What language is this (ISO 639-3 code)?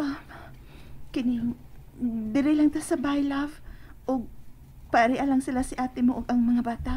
ceb